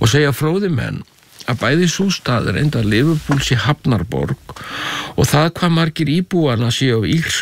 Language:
Icelandic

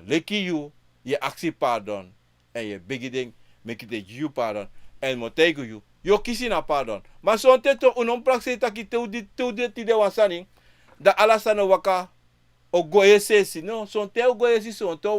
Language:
Sranan Tongo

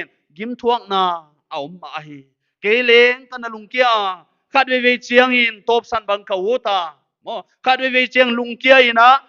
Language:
Paite Chin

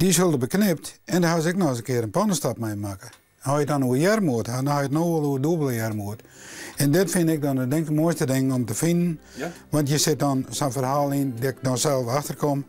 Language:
Western Frisian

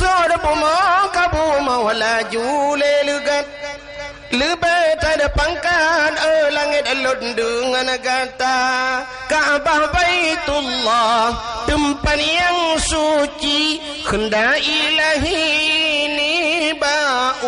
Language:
Achinese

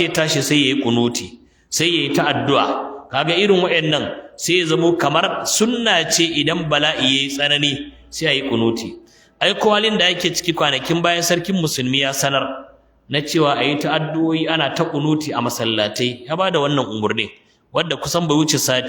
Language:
Hausa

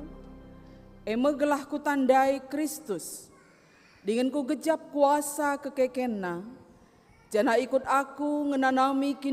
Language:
Batak Karo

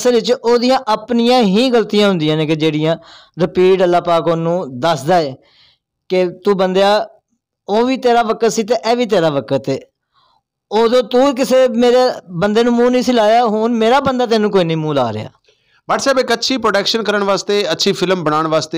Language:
Saraiki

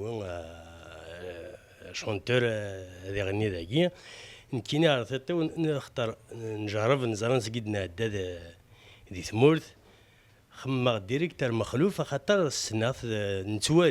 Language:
Kabyle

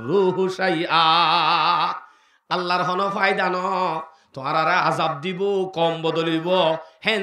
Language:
Rohingya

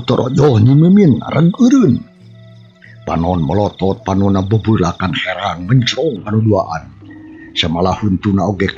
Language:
Sundanese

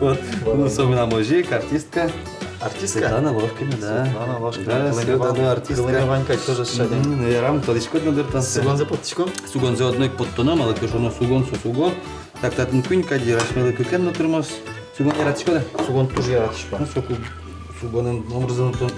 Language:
Udmurt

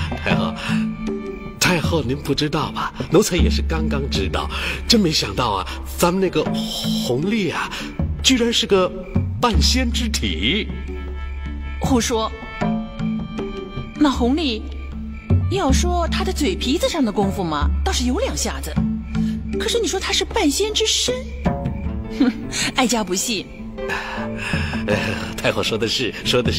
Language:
Chinese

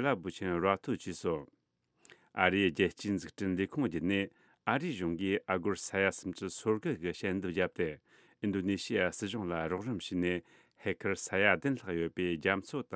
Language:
Tibetan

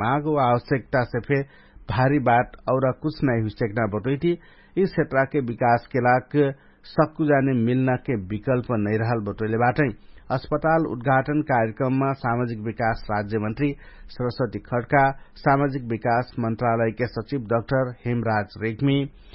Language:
Dangaura Tharu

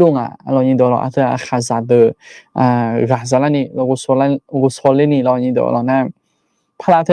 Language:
Akha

